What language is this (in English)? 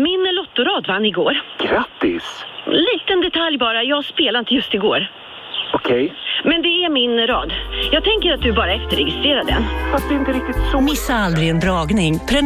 Swedish